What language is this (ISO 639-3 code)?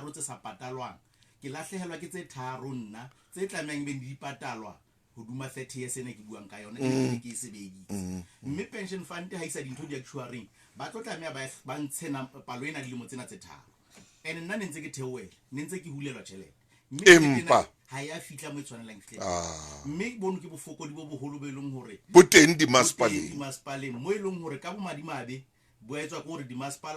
sot